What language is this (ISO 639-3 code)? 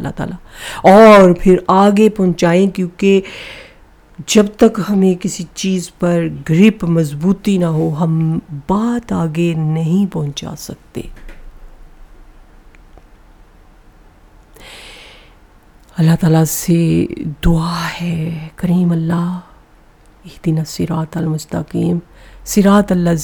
urd